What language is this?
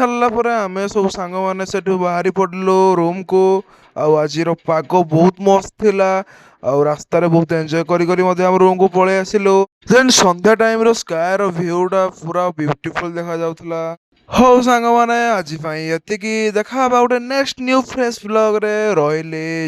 Odia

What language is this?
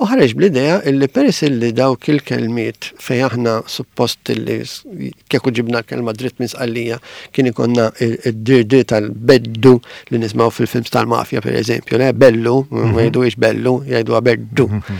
Maltese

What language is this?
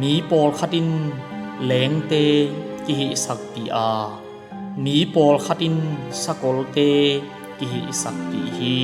Tedim Chin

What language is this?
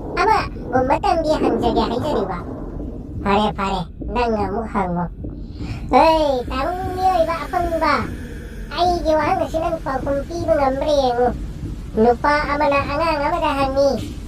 Manipuri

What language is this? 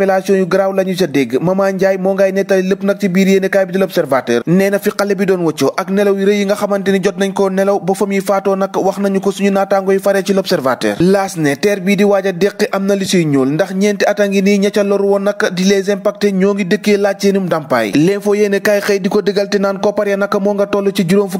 Wolof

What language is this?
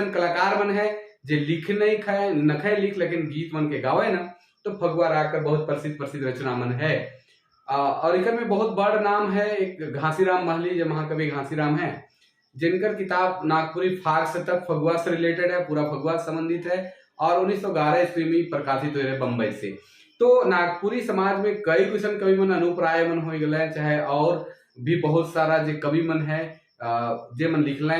Sadri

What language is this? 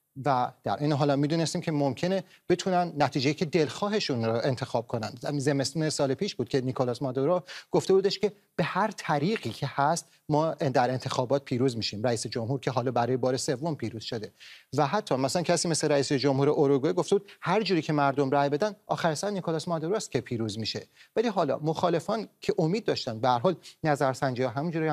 Persian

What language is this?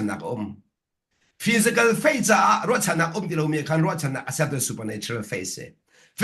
Hakha Chin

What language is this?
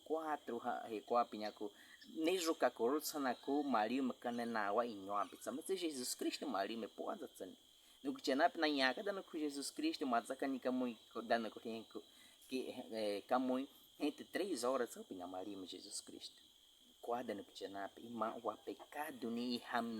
Baniwa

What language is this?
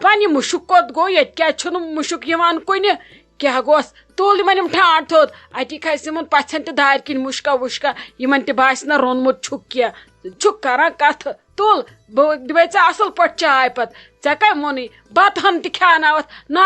Kashmiri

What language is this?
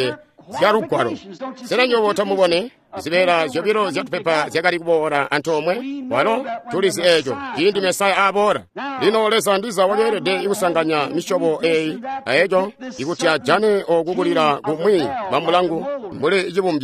Tonga (Zambia)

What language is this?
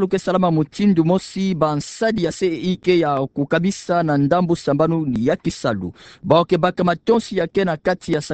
Kituba (Democratic Republic of Congo)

